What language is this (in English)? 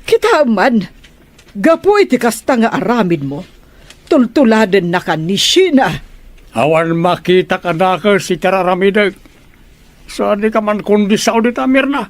Iloko